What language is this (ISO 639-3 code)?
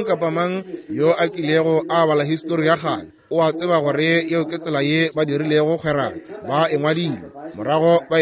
nso